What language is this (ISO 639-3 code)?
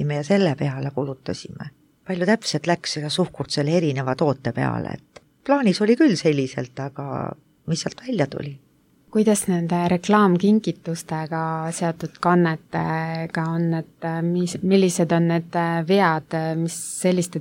est